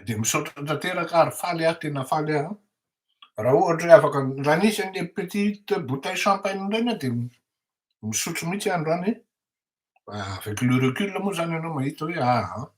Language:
Malagasy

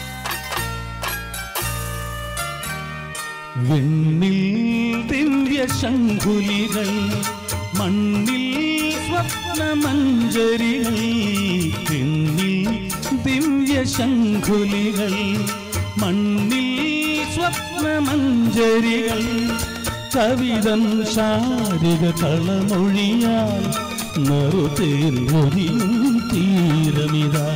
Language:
Malayalam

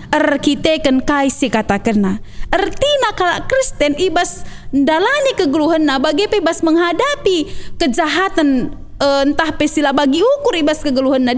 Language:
Batak Karo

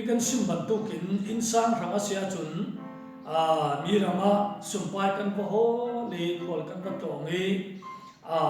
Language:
Falam Chin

